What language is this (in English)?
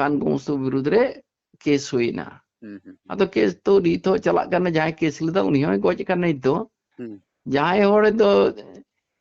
Santali